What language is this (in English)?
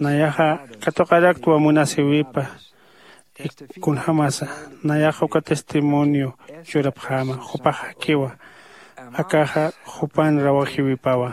Aymara